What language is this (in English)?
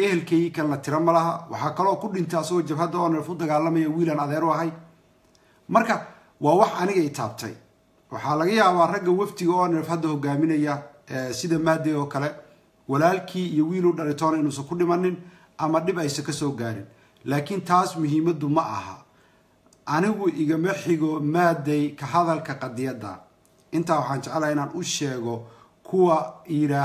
Somali